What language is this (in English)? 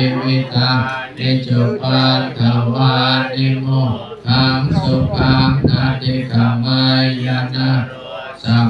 Pali